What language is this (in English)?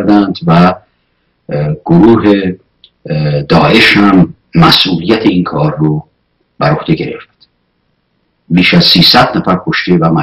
Persian